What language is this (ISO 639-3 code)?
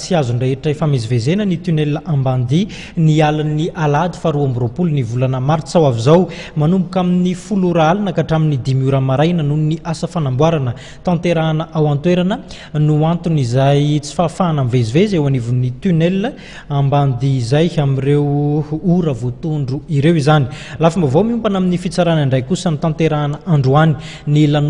mlg